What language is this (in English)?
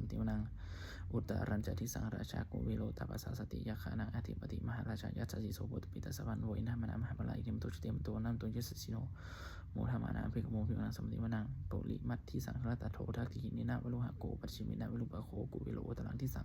Pali